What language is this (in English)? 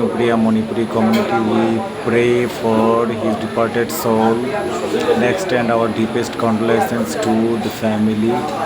Bishnupriya